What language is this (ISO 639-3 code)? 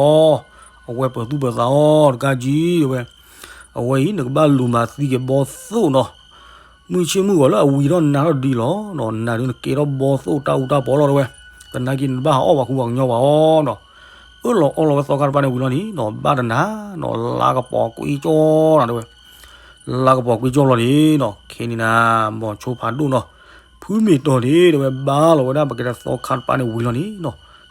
ksw